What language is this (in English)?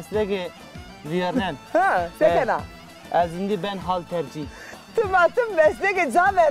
Zaza